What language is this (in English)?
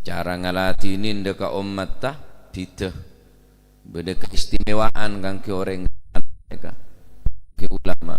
Madurese